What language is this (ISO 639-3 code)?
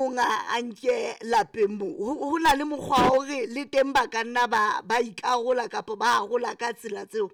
sot